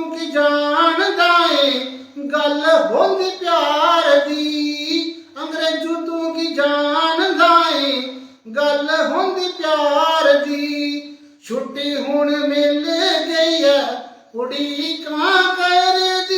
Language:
Dogri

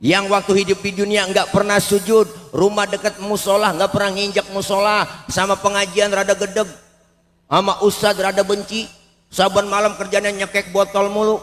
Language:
Betawi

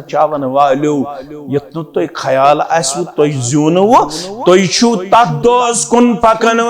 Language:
Kashmiri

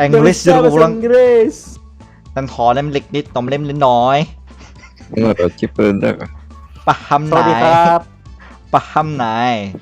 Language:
Banjar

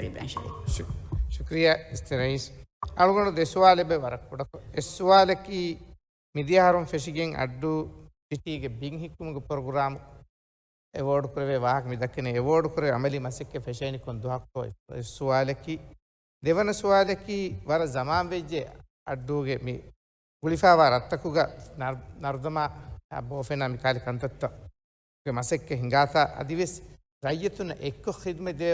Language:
Divehi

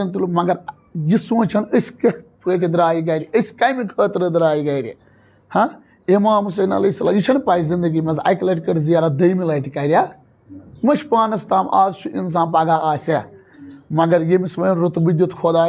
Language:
Kashmiri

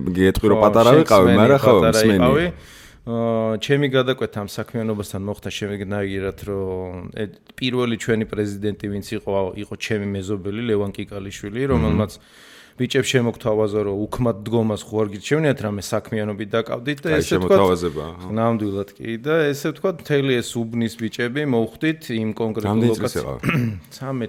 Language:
Georgian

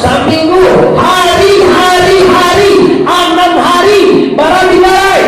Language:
Minangkabau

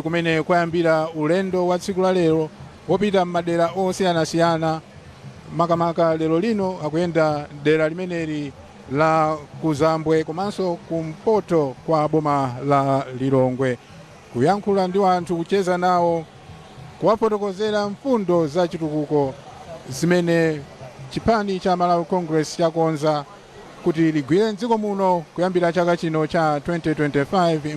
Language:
Nyanja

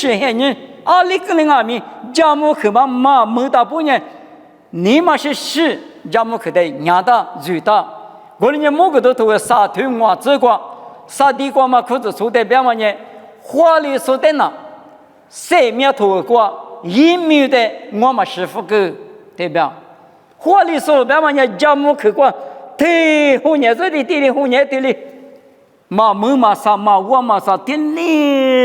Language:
Lisu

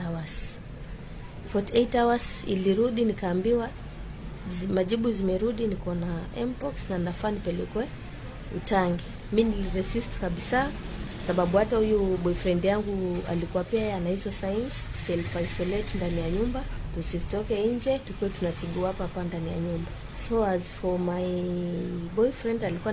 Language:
Swahili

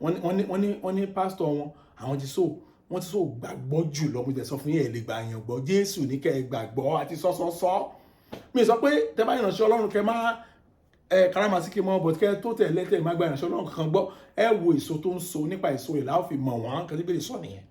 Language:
Yoruba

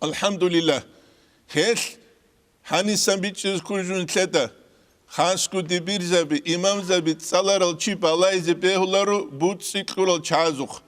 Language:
Avaric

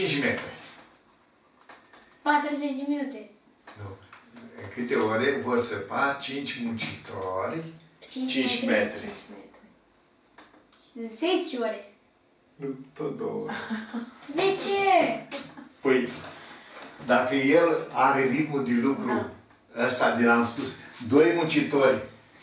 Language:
Romanian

